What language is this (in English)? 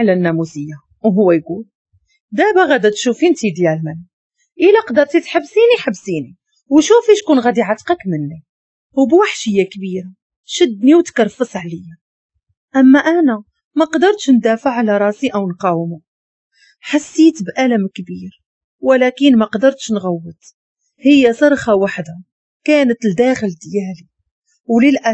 Moroccan Arabic